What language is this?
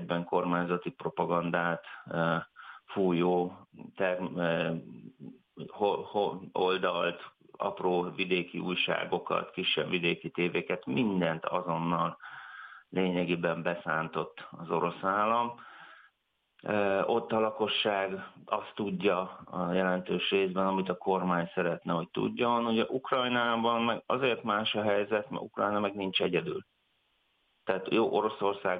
Hungarian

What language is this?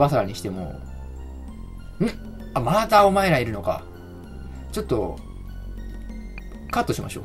Japanese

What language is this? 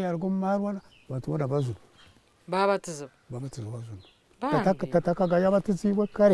Nyankole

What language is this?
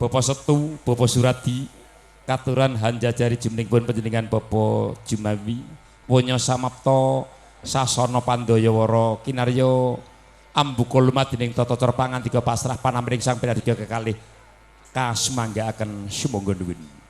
Javanese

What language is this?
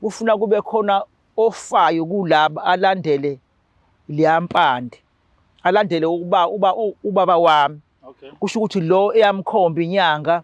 Zulu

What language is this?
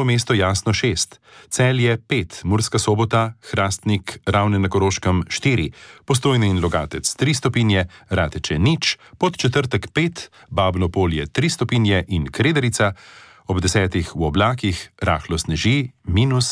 Slovenian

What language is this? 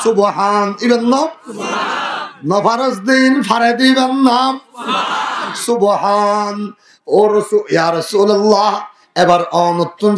Rohingya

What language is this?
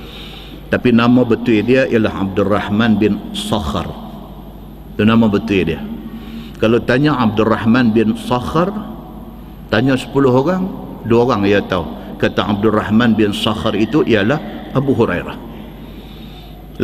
Malay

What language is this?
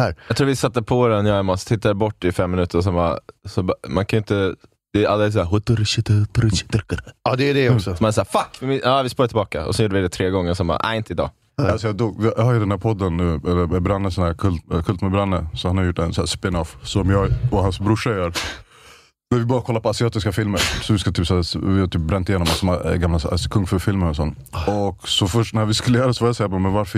Swedish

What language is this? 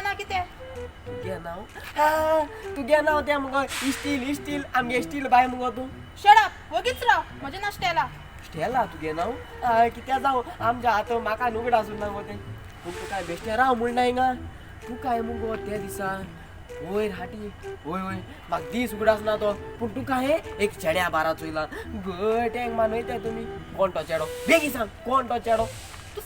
Konkani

